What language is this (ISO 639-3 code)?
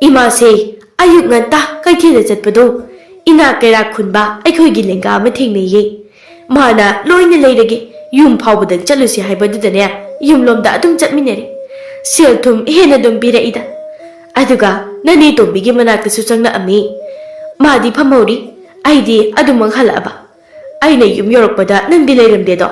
mni